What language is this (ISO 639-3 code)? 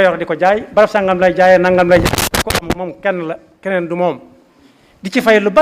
wol